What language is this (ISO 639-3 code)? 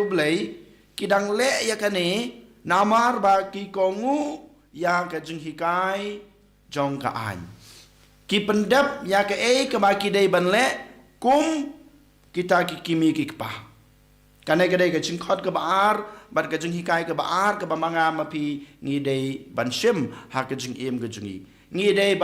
kha